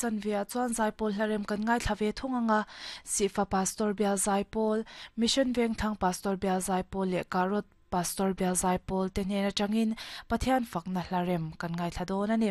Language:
Mizo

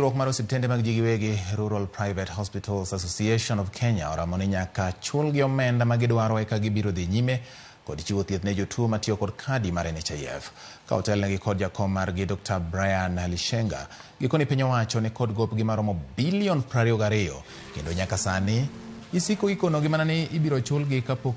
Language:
Luo (Kenya and Tanzania)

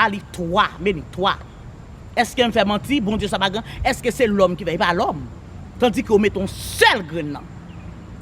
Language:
Haitian Creole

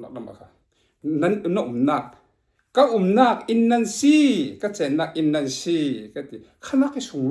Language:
Falam Chin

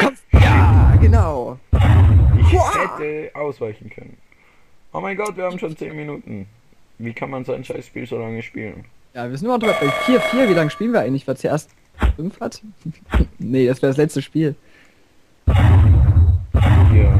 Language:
Swiss German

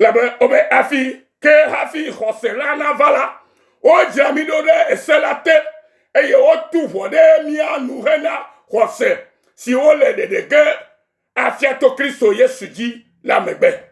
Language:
Ewe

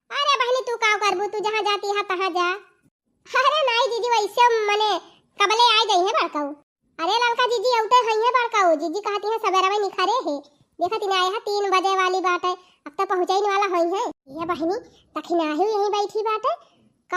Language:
Awadhi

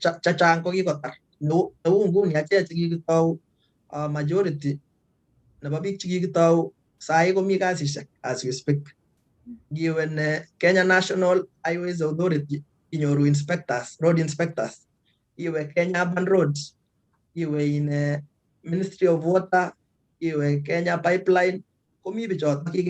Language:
Kalenjin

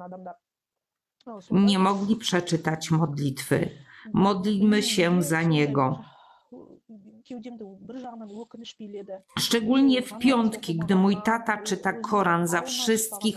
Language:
Polish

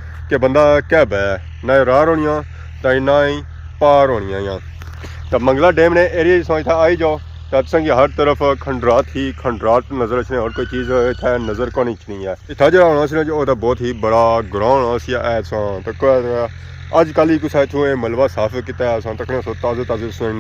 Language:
Pahari-Potwari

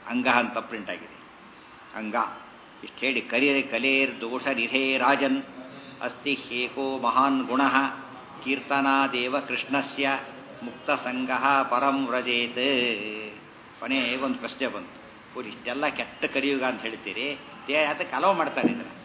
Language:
Kannada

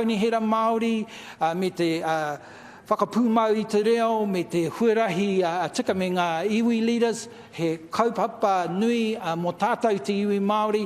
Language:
Māori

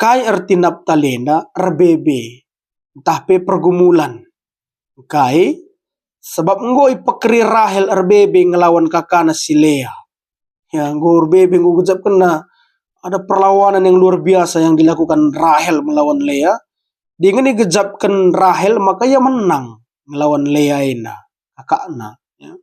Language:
Batak Karo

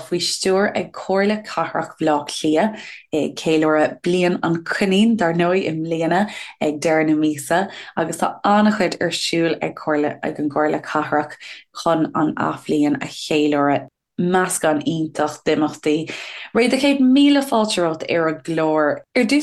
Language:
Irish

